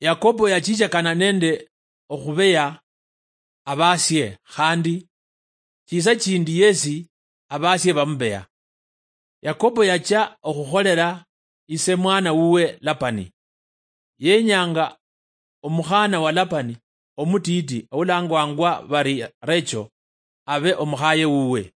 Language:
Luyia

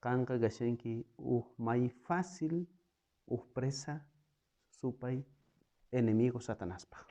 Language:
South Bolivian Quechua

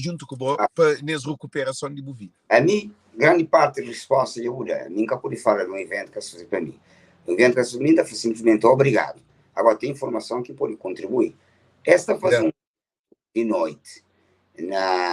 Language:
Kabuverdianu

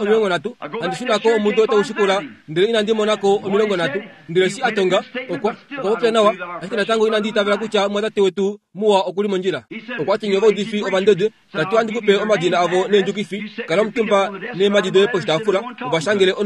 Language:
Kuanyama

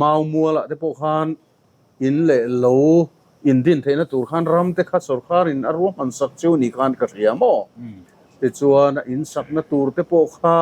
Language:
Mizo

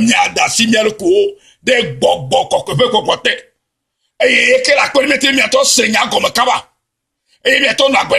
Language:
Ewe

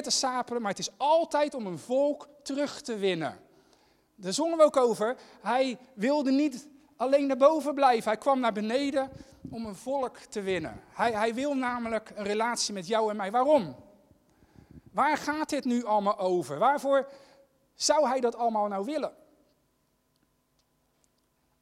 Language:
Dutch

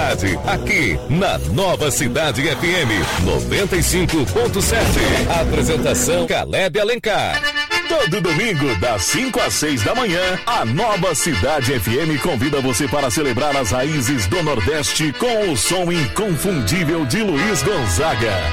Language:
Portuguese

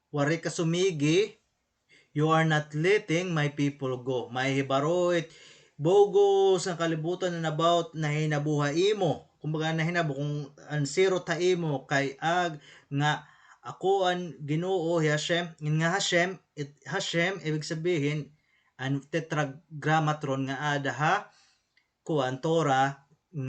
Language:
Waray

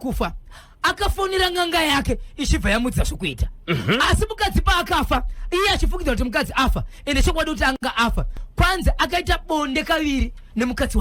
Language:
Shona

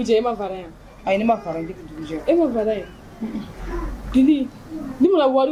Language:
Bambara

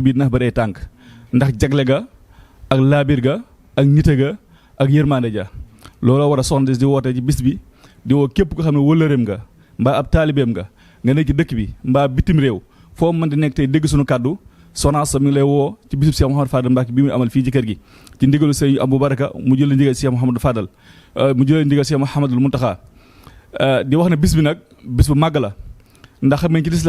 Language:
Wolof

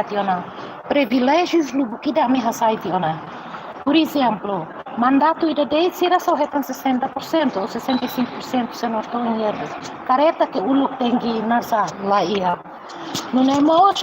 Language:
Tetum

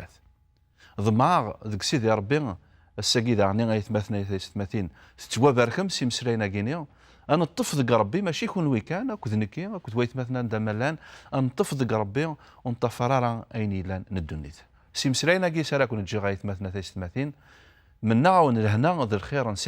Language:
Kabyle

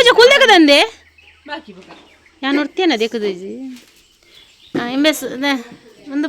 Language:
Tulu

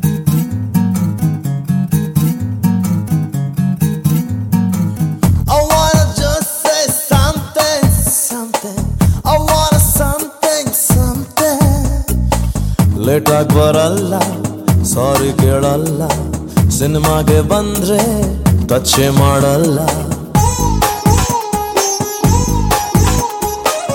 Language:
Kannada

